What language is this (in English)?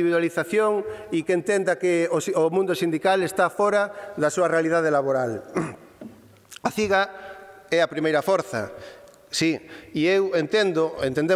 Galician